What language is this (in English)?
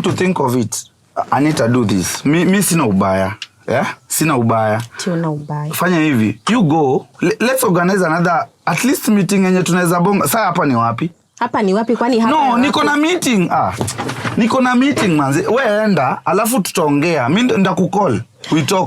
Gusii